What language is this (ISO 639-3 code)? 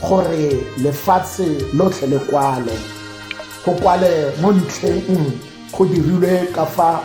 tsn